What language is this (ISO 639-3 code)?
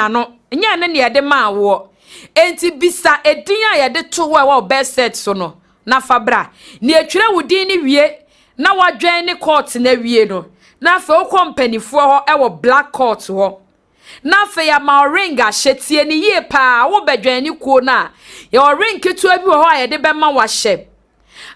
aka